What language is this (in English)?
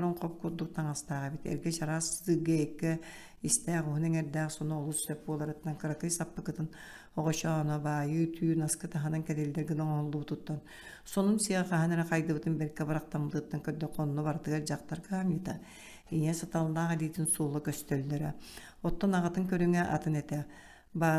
Yakut